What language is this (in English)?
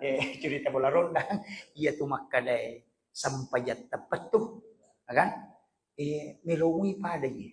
Buginese